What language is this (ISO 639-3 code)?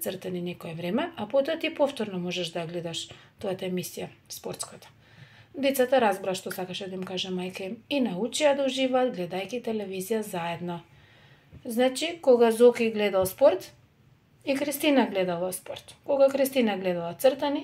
mkd